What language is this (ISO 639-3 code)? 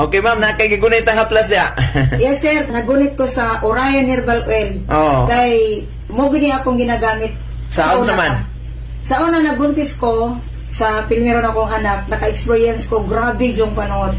ceb